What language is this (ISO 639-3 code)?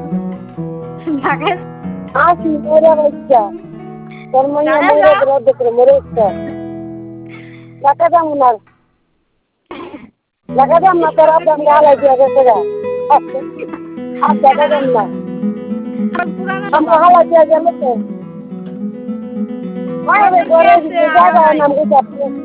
ben